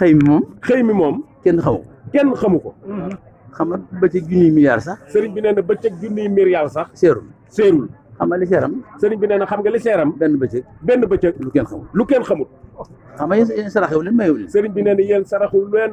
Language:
Wolof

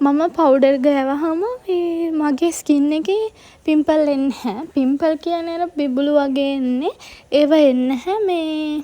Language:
Sinhala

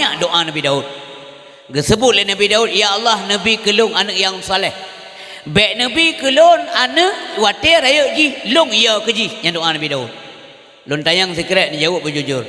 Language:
Achinese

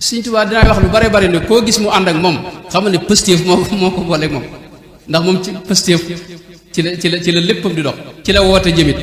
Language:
Wolof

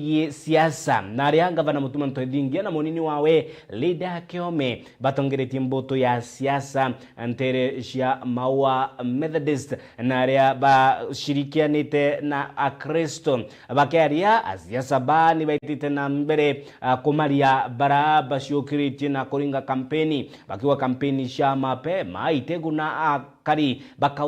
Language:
Meru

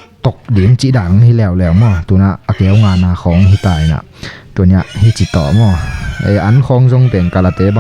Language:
Tedim Chin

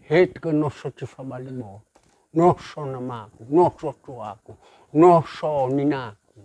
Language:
Nias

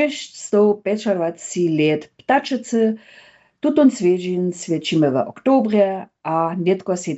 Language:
Upper Sorbian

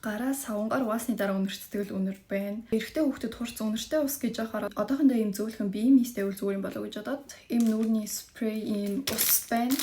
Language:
Mongolian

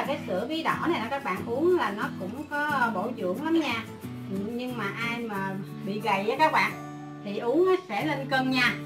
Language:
Vietnamese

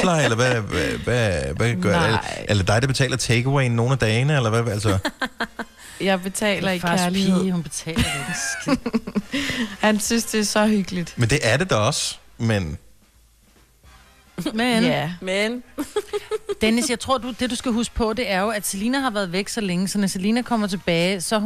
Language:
Danish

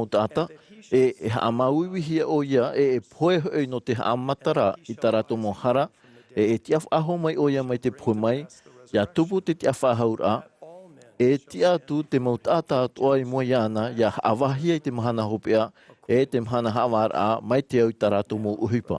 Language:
Tahitian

